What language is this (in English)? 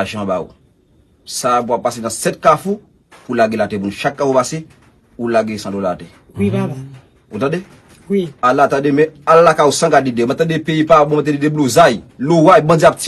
Haitian Creole